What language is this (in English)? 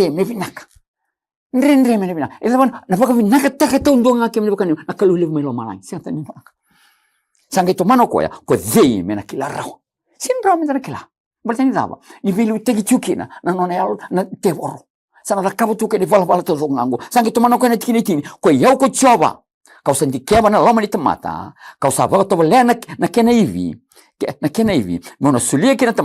Fijian